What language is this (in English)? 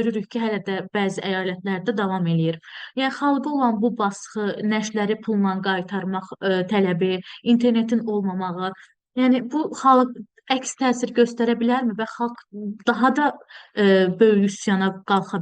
Azerbaijani